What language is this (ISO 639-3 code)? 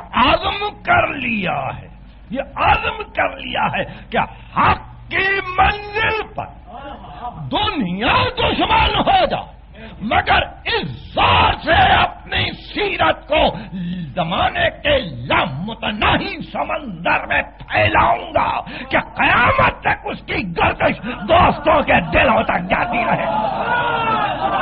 urd